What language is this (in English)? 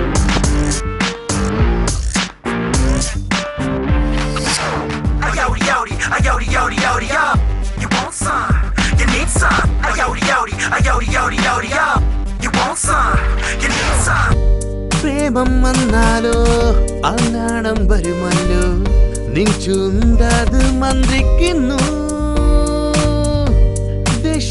Malayalam